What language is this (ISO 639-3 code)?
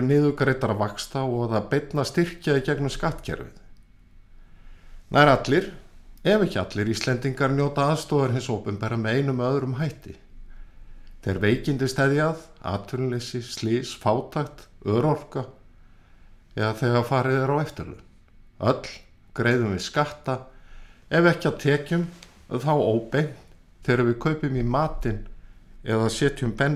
isl